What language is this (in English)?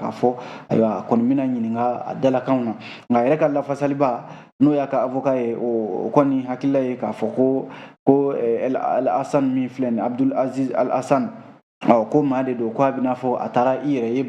Bambara